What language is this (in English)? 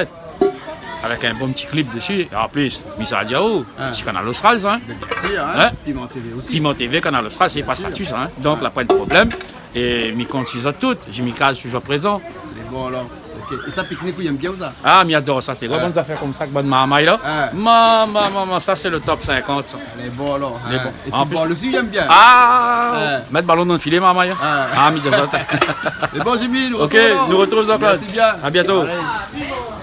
Réunion Creole French